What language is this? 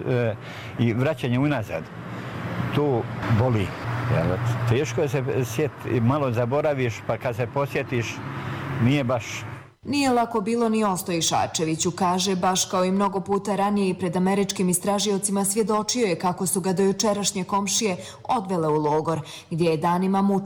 Bosnian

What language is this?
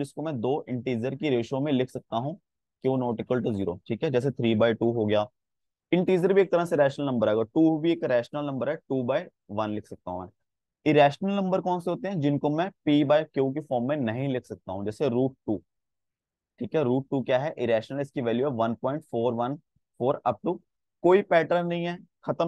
Hindi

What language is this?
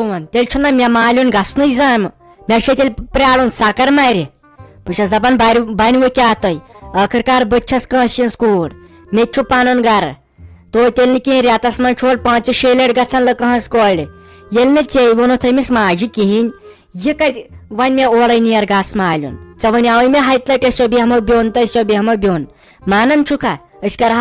Kashmiri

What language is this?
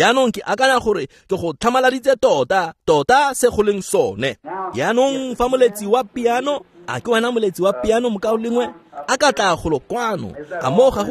Tswana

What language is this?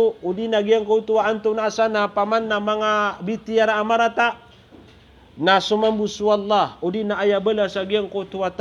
Maranao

